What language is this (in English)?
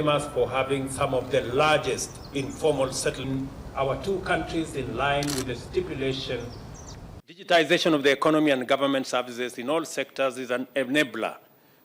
Kamba